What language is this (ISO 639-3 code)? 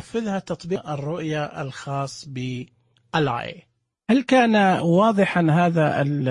ars